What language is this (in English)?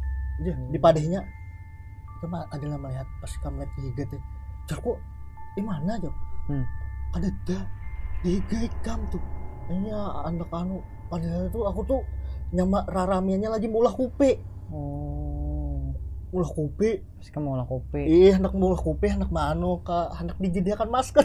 Banjar